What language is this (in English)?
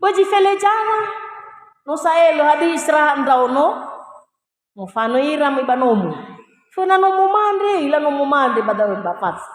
Nias